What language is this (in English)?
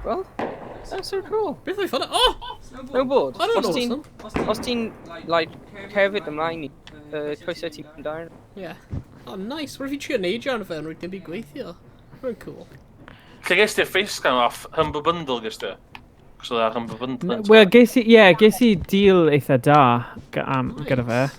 Welsh